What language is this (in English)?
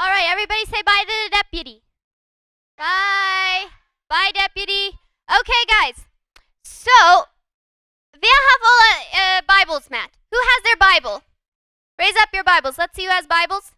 Plautdietsch